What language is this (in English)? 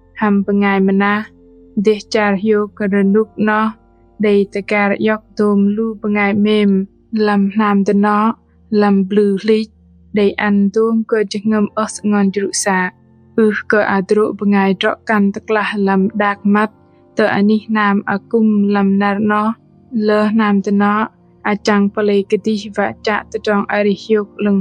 Bahnar